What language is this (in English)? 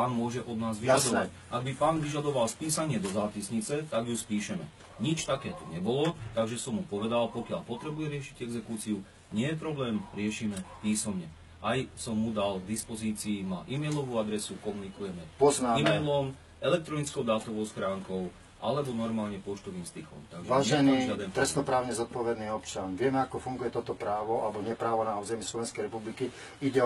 Slovak